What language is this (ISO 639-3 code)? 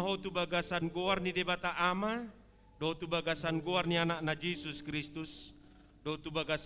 bbc